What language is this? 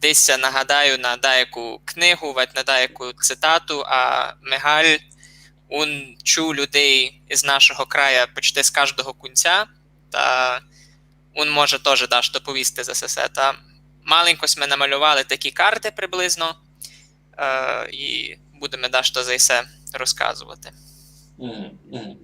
Rusyn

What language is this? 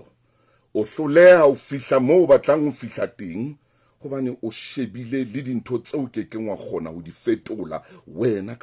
Southern Sotho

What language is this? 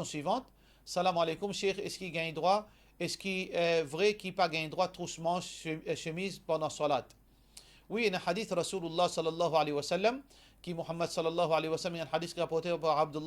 Morisyen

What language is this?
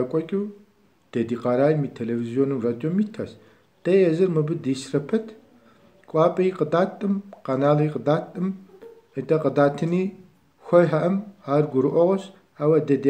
Kabardian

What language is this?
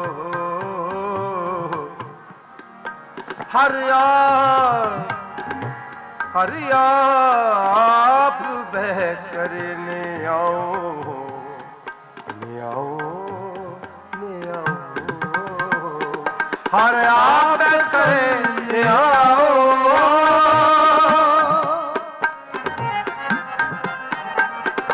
Punjabi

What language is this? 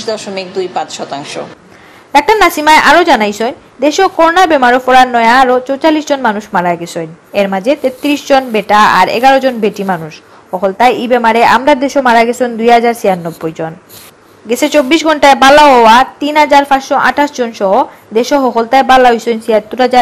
Sylheti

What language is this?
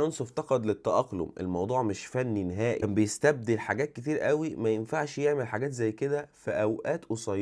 Egyptian Arabic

